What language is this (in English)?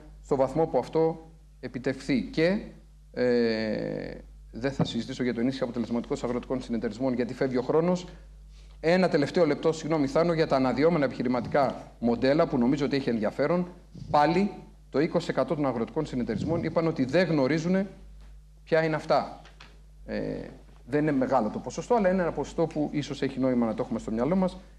Greek